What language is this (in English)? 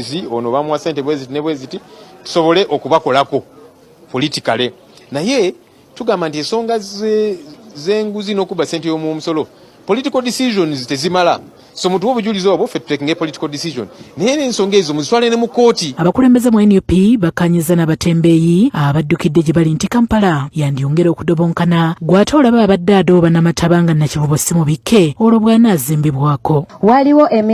Ganda